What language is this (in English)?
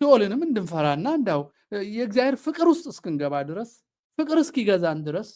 Amharic